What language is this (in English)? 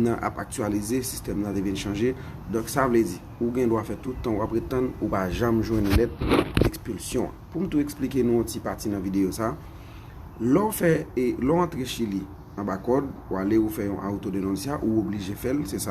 Haitian Creole